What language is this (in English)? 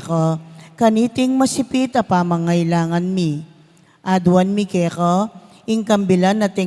Pampanga